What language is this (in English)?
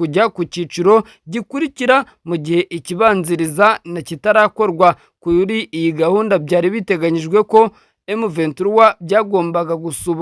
Kinyarwanda